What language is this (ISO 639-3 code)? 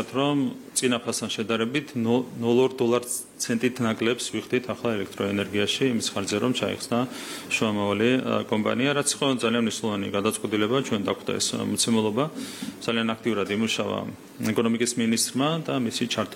kat